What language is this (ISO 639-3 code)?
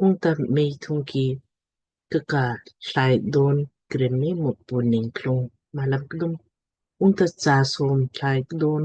lmk